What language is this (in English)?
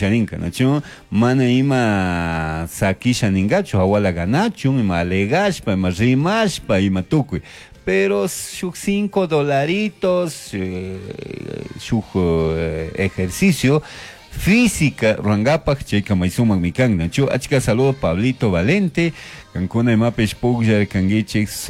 Chimborazo Highland Quichua